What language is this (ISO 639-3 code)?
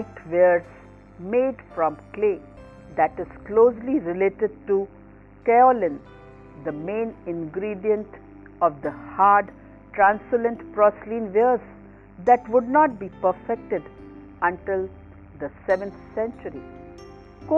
eng